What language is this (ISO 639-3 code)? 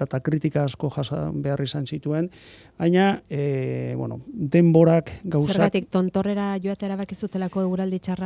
eus